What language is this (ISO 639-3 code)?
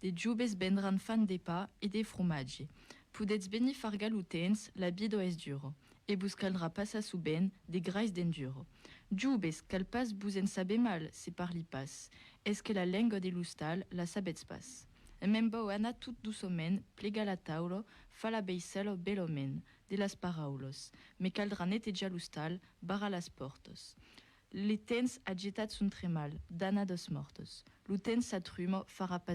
oci